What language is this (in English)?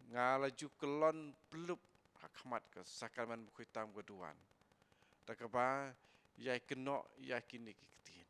Khasi